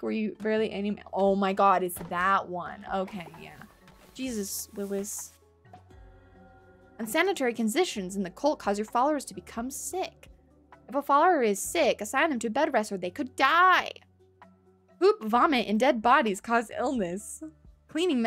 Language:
English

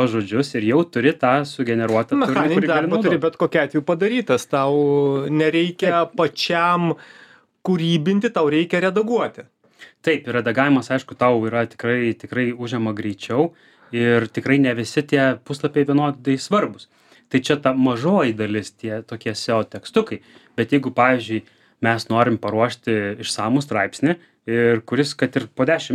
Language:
Lithuanian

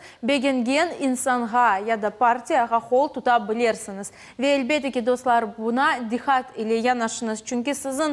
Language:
Crimean Tatar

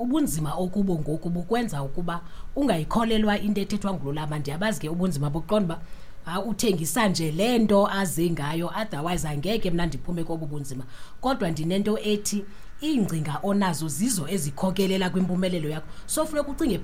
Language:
Xhosa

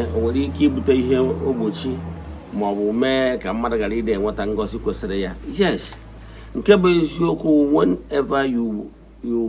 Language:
Igbo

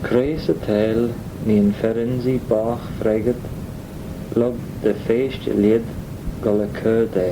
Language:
Manx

